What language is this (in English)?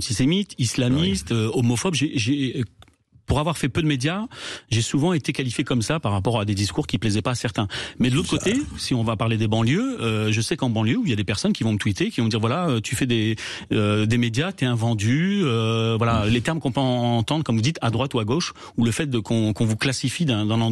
French